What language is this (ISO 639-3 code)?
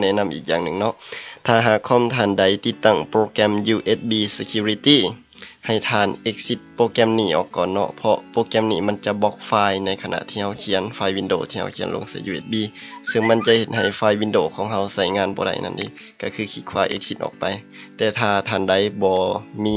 lao